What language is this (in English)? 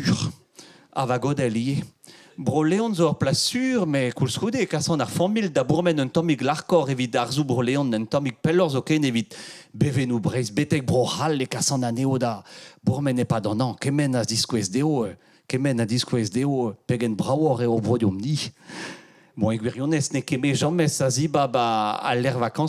Breton